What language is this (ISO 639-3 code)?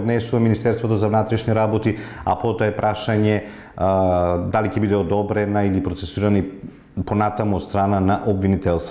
mkd